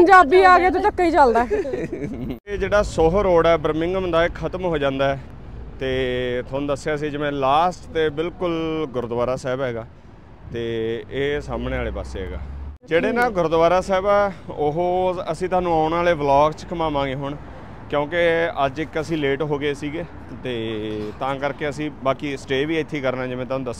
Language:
Punjabi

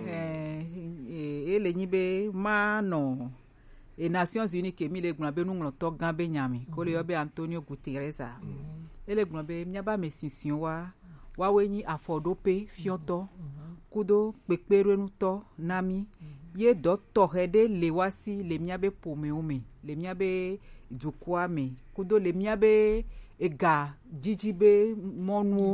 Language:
Gen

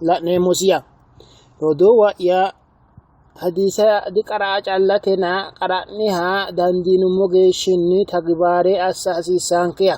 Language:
Sidamo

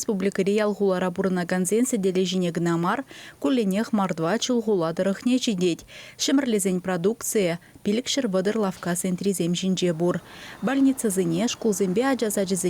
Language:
Chuvash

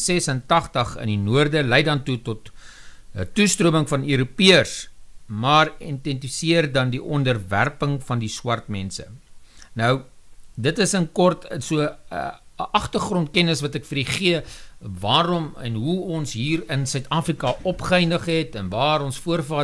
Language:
Afrikaans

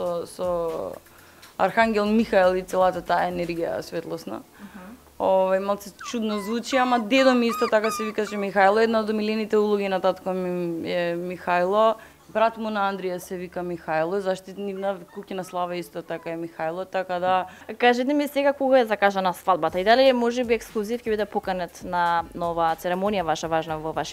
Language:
Macedonian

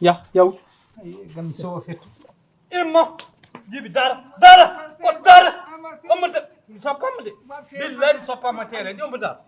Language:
Fula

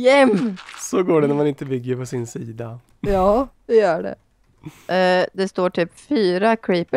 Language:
Swedish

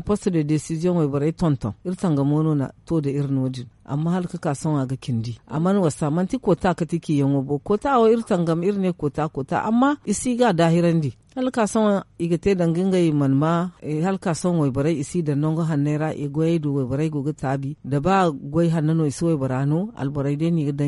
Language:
Zarma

